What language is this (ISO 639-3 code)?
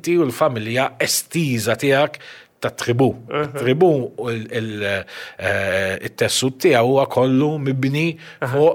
mlt